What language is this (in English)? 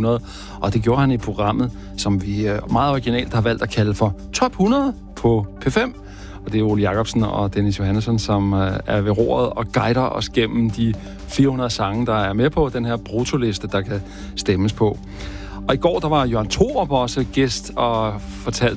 Danish